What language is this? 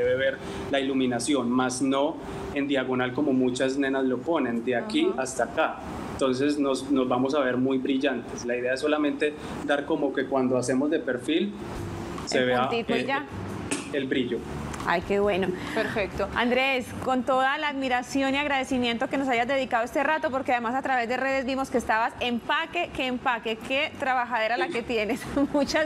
Spanish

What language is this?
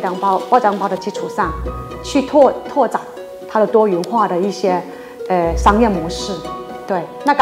Chinese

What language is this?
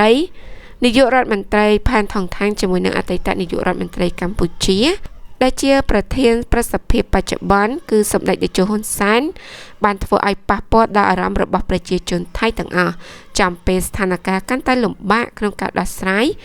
Khmer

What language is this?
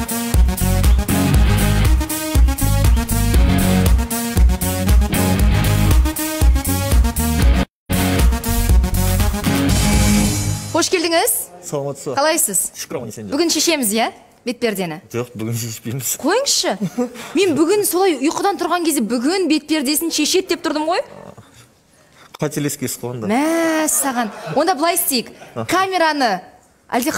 Kazakh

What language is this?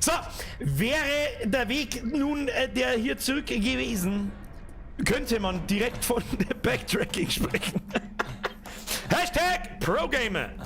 Bavarian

